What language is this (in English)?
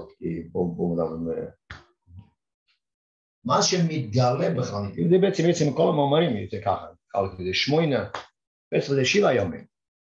Hebrew